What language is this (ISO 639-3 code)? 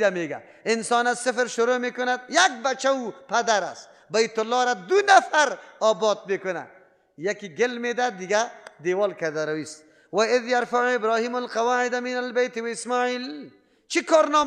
fas